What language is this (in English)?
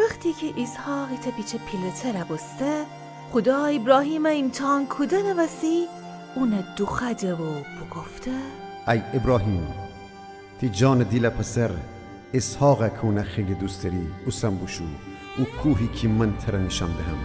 Gilaki